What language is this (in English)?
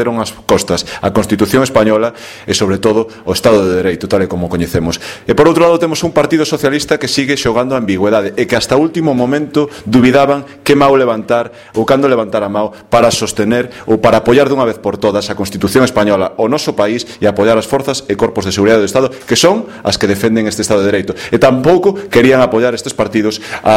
Galician